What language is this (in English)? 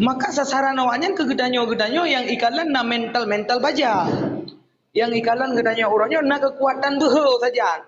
Achinese